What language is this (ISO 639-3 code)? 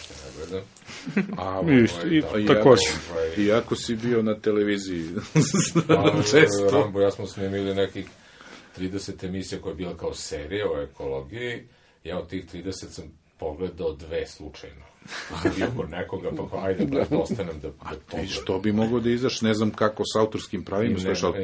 srp